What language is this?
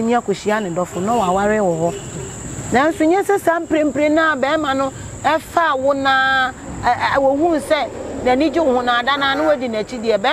Akan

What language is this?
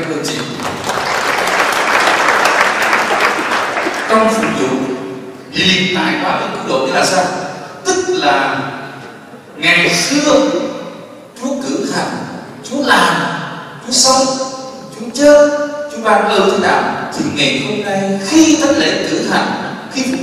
Vietnamese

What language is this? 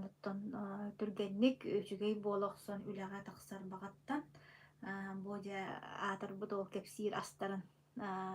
Yakut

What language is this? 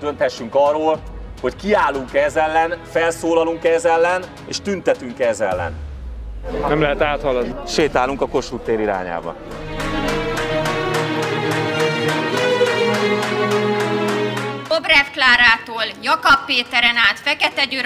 Hungarian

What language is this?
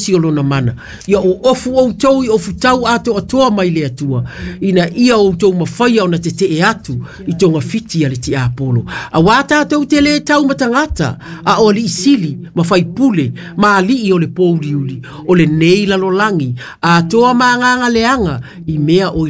Samoan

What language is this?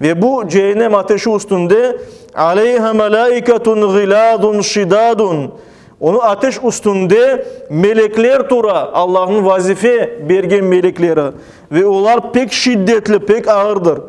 Crimean Tatar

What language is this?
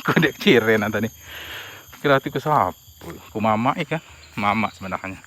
Musi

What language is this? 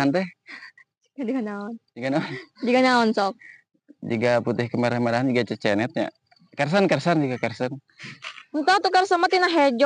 Sundanese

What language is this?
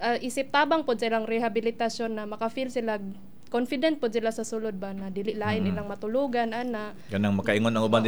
Cebuano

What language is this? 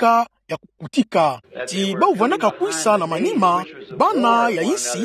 Kituba (Democratic Republic of Congo)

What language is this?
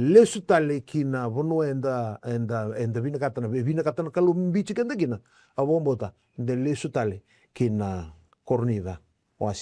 Fijian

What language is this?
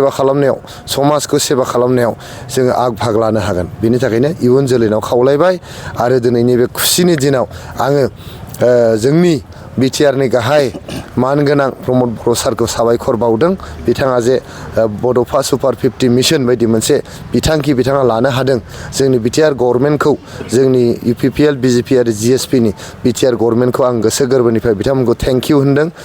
Bodo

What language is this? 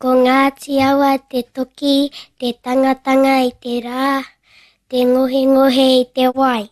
Māori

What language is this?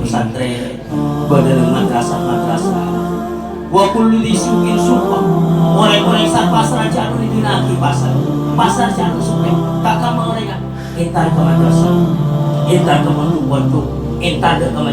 Madurese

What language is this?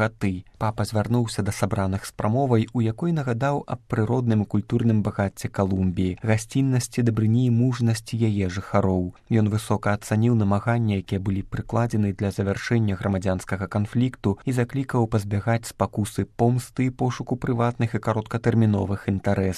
Belarusian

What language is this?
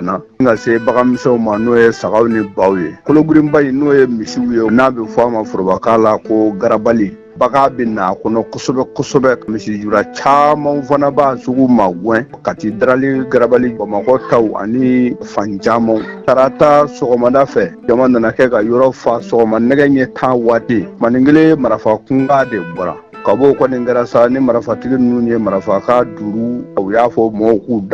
Bambara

